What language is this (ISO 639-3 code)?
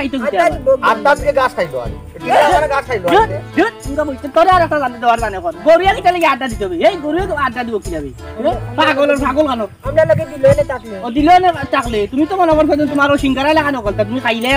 syl